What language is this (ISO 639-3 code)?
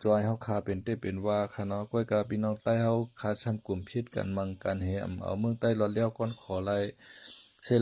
shn